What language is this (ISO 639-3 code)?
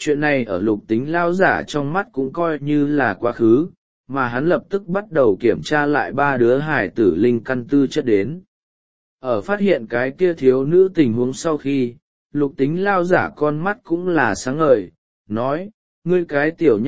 vie